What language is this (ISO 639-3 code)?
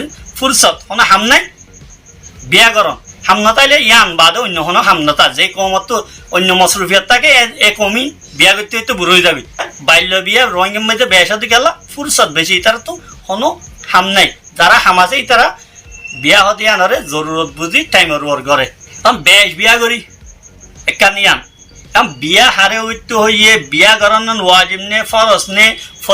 rhg